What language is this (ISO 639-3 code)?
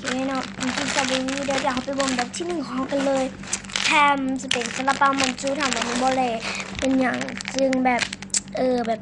lao